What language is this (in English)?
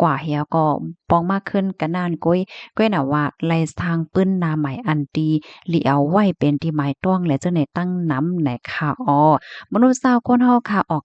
Shan